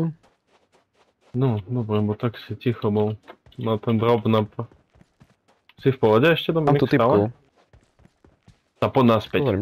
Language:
Slovak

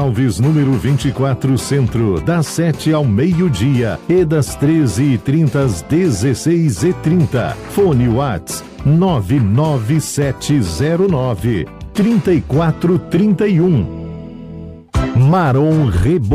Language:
Portuguese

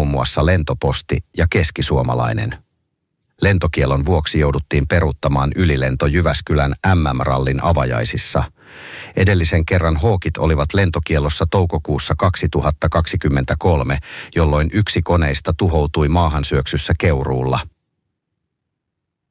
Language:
Finnish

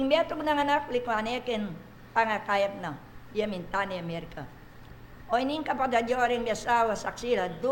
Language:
Pampanga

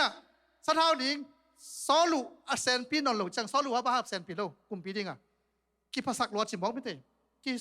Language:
Tedim Chin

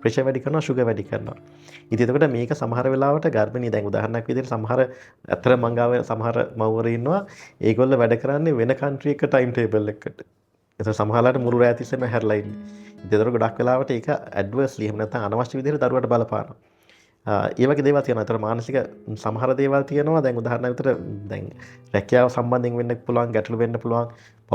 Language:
Sinhala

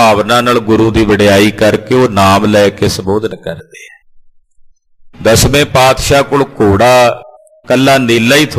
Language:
Punjabi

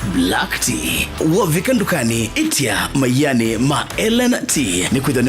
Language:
Kamba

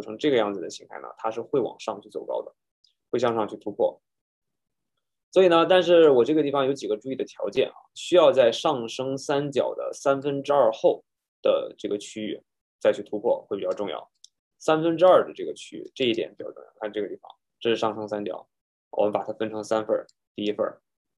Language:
Chinese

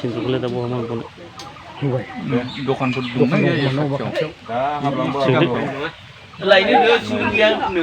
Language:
Bodo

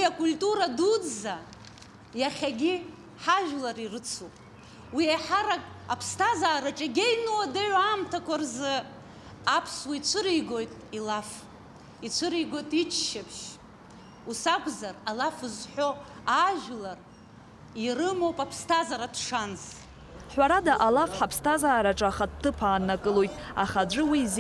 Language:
Abkhazian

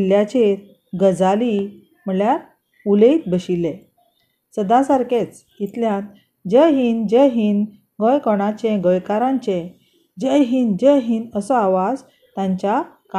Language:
Konkani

